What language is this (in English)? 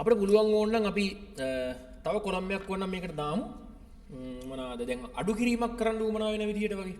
Sinhala